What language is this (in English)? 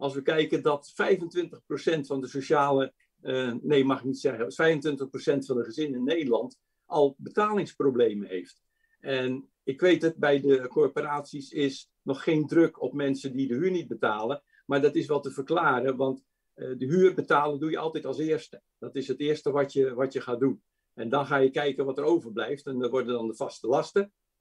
Dutch